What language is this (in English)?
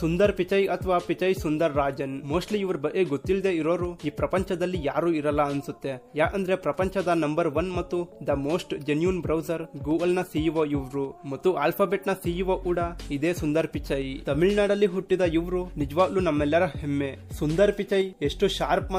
Kannada